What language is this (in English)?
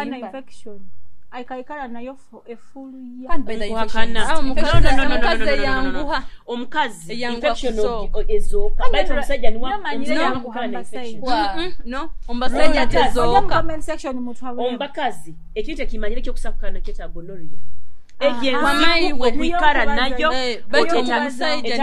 Nyoro